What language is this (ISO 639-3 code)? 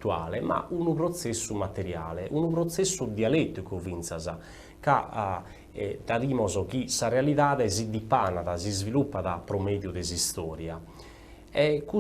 srd